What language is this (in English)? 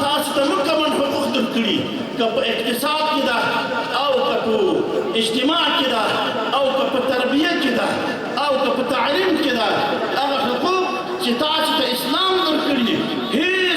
Pashto